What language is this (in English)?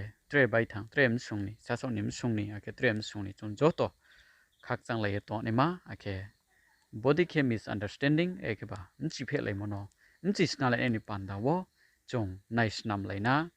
Riang (India)